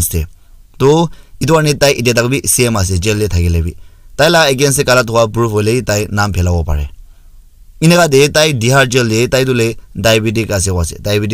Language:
Naga Pidgin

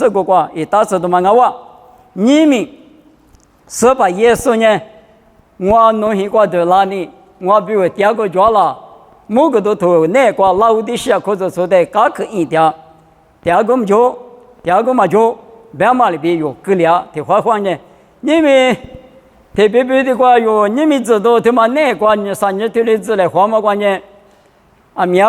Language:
Lisu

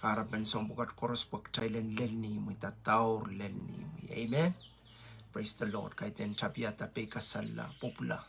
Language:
Pohnpeian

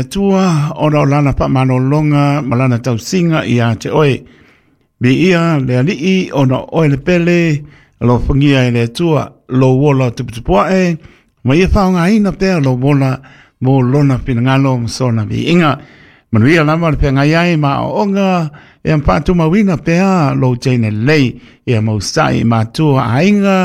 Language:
Samoan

